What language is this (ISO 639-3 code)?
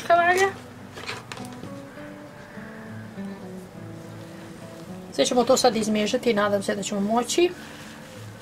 hrv